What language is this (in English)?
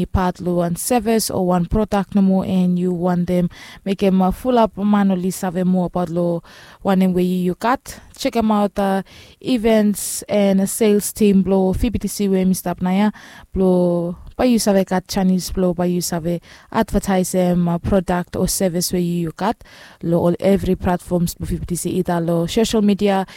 Bislama